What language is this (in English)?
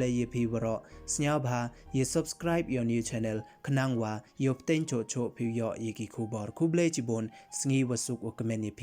Pnar